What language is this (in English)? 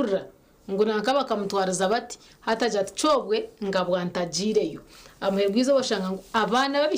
Nyankole